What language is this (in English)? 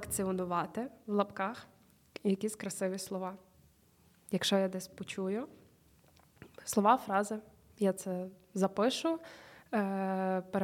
Ukrainian